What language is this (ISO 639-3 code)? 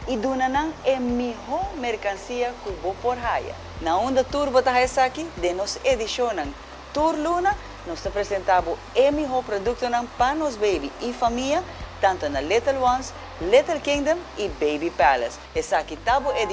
pap